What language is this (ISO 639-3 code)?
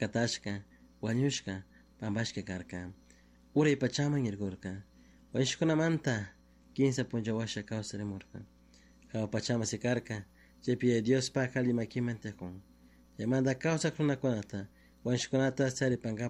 qug